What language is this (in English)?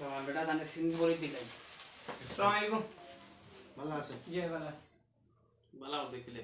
Sylheti